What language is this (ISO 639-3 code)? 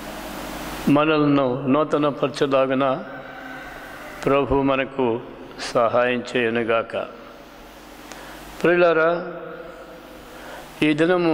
tel